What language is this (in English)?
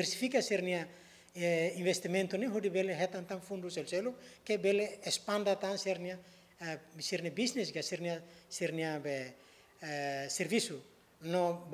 Tetum